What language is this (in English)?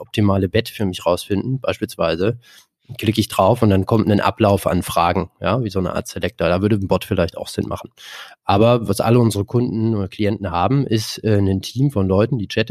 German